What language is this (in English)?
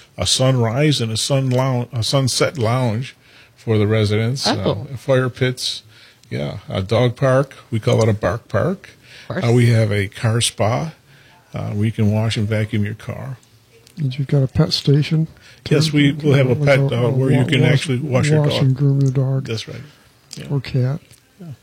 English